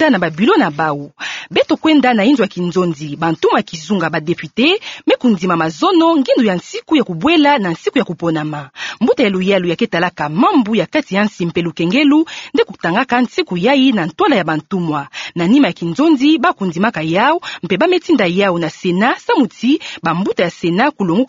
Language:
Kituba (Democratic Republic of Congo)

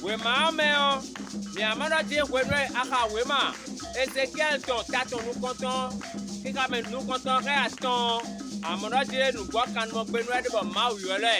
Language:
Fon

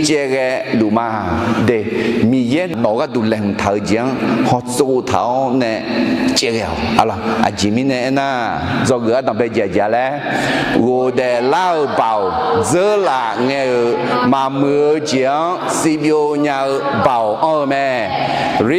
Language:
Akha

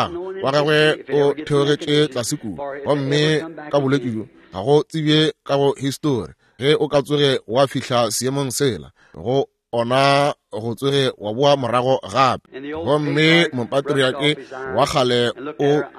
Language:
Northern Sotho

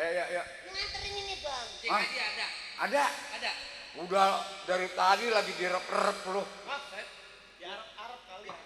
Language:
Betawi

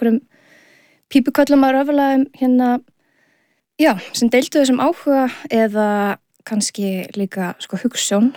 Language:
Icelandic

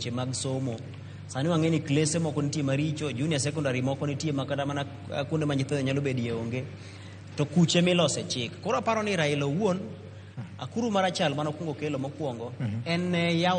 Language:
Luo (Kenya and Tanzania)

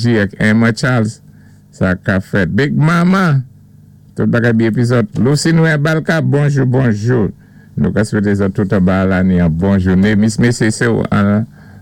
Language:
Saint Lucian Creole French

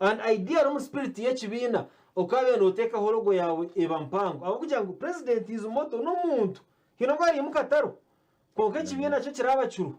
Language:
Nyankole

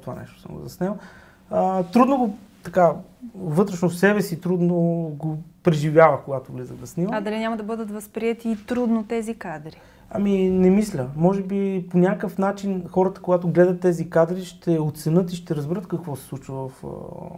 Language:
Bulgarian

